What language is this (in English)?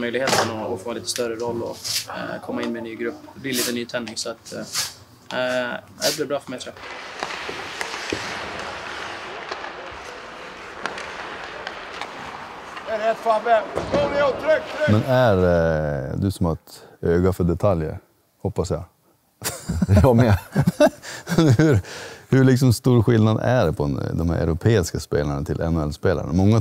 Swedish